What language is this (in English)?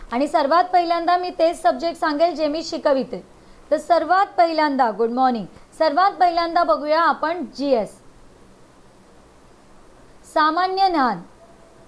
Marathi